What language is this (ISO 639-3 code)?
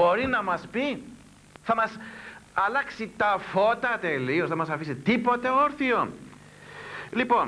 ell